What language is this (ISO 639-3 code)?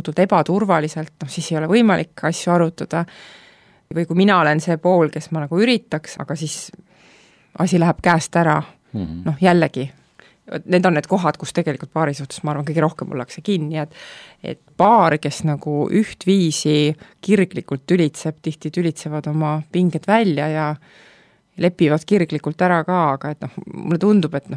est